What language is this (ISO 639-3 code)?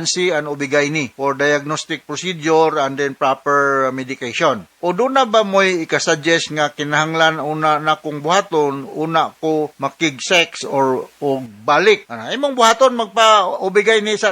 ceb